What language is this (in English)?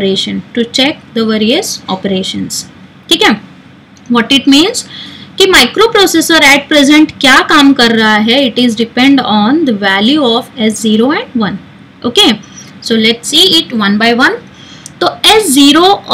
Hindi